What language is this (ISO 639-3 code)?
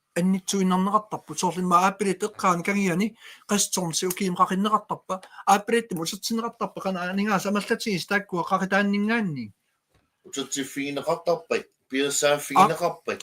kal